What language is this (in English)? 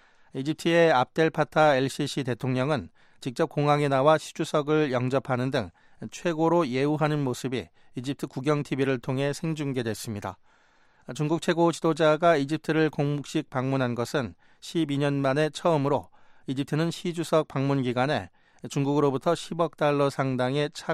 Korean